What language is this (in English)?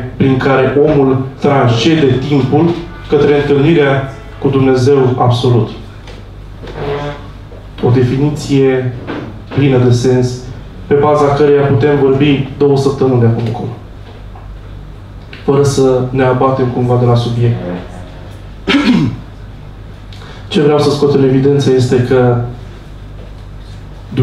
Romanian